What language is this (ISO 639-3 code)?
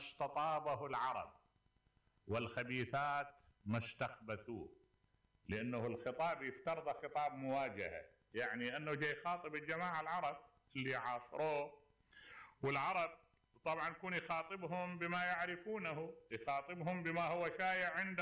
acm